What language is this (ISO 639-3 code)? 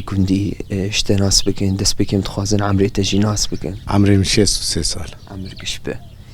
kur